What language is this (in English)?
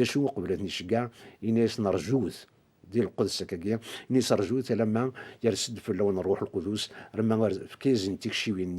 Kabyle